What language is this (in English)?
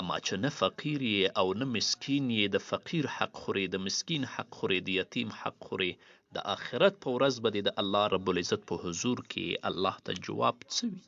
Pashto